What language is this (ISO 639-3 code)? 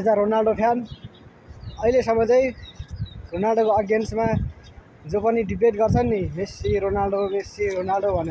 nep